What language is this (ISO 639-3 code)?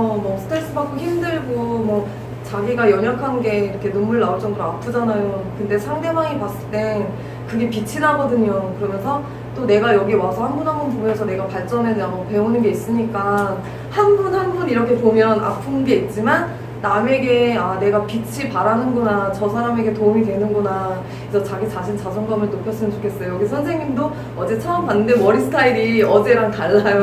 kor